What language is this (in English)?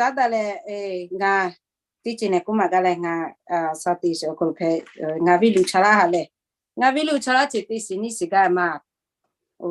Lahu